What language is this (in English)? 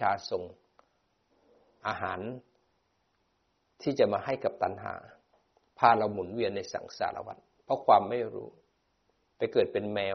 Thai